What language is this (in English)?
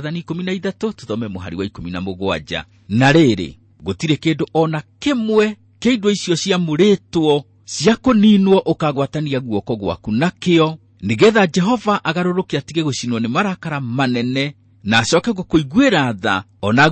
Kikuyu